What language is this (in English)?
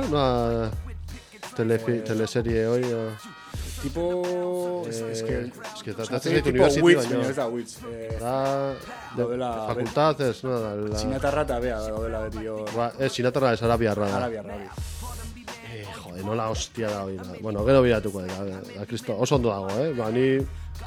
Basque